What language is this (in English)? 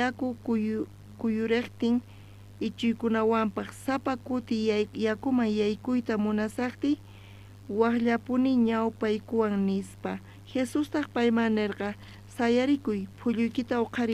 South Bolivian Quechua